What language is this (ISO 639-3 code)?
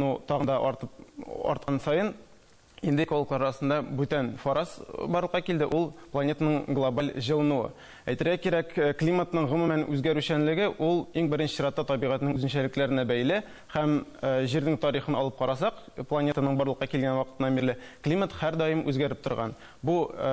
tat